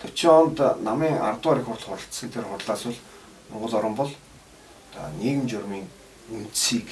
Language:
Mongolian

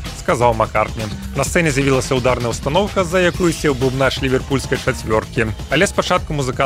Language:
Belarusian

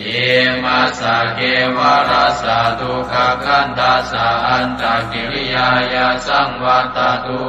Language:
Pali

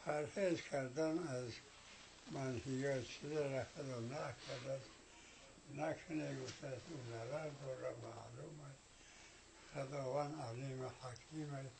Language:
Tajik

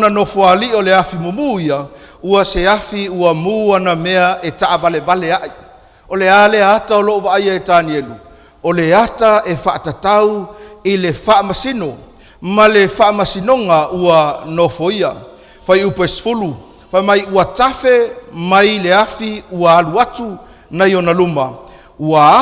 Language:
Samoan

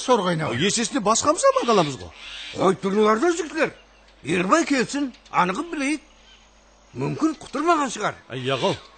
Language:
Kara-Kalpak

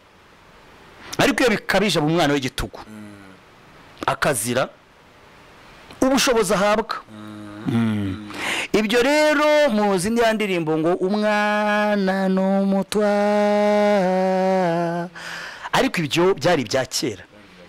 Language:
Kinyarwanda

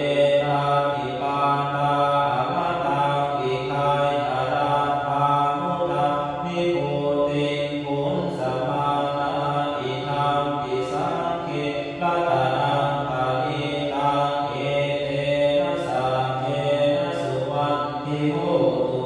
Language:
Pali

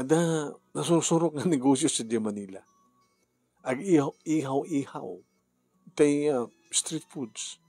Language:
Iloko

